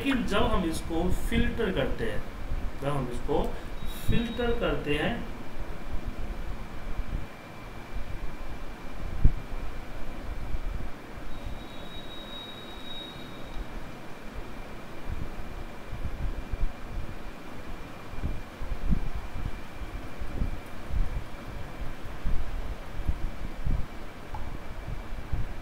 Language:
Hindi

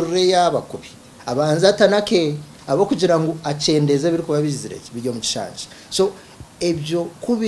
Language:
Nyankole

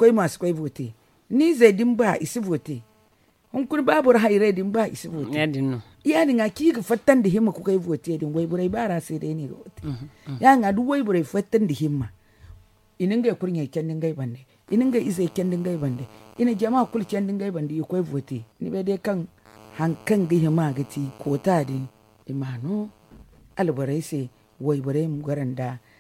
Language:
Zarma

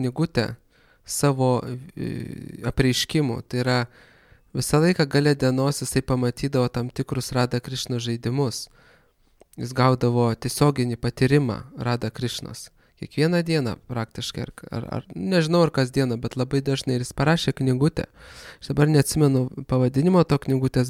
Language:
Lithuanian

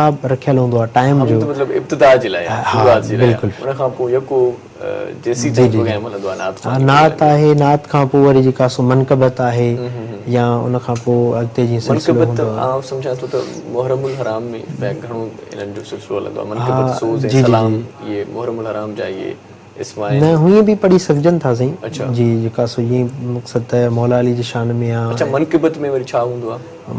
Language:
Sindhi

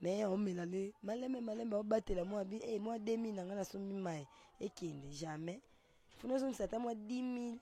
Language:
Lingala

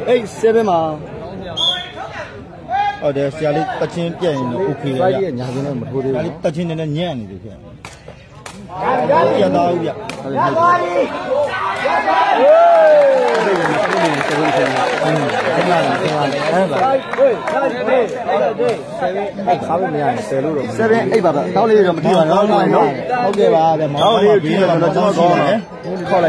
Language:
Burmese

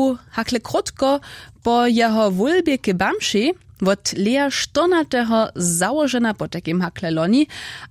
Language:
Upper Sorbian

